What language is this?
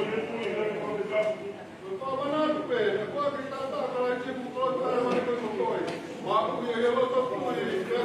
Tongan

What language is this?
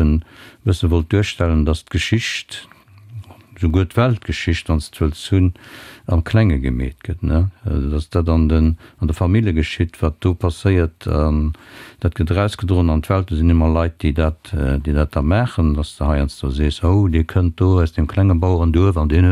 Luxembourgish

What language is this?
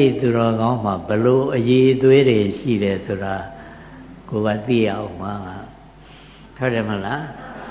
Burmese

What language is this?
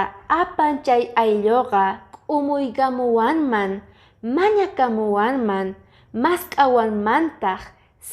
Quechua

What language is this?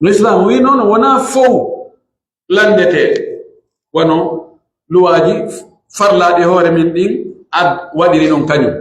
Pular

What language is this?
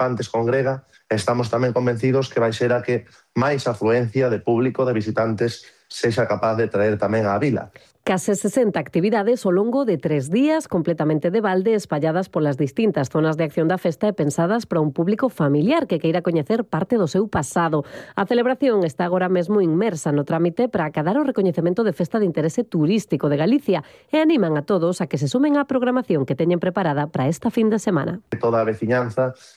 Galician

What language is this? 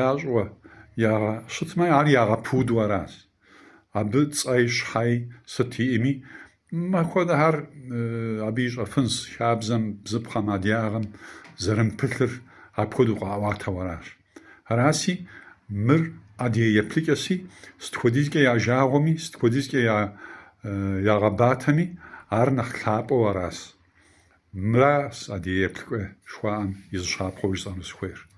Kabardian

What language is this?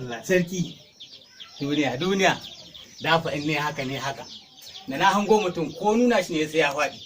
Hausa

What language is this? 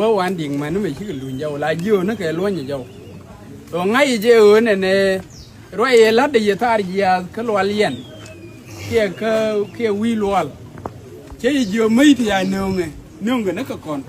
Nuer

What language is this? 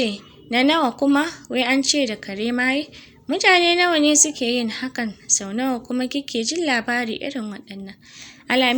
Hausa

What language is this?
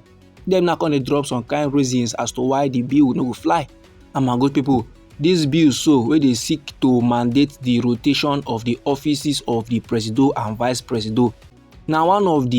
Nigerian Pidgin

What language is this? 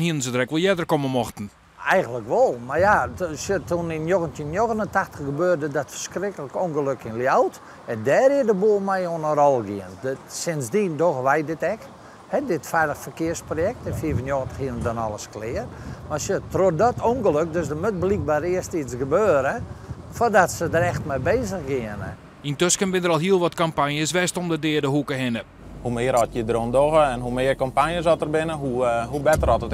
Western Frisian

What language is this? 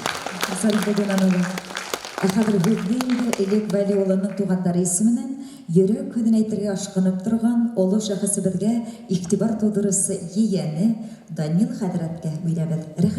Bashkir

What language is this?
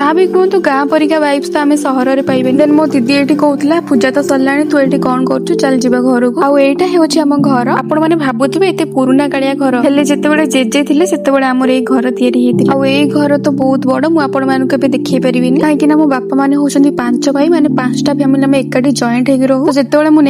Odia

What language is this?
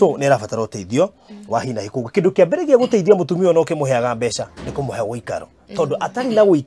Kikuyu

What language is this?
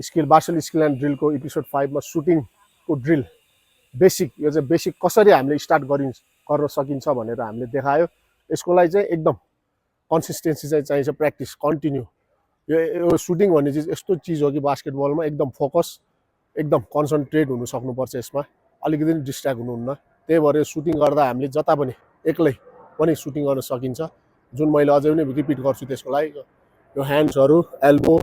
Nepali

